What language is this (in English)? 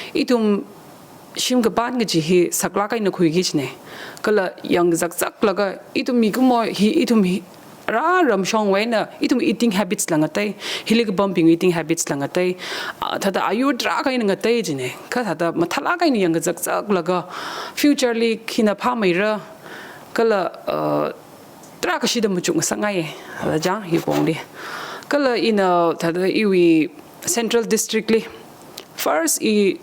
Tangkhul Naga (India)